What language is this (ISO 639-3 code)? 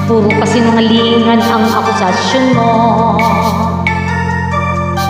fil